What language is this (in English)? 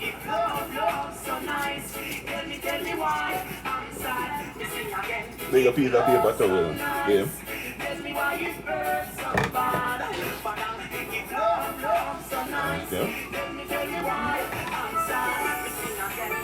Jamaican Creole English